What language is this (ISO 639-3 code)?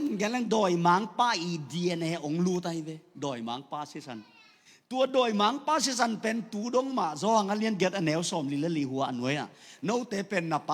ctd